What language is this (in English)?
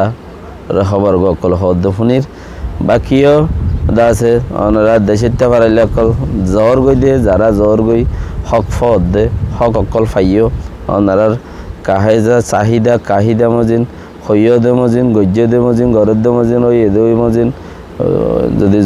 Rohingya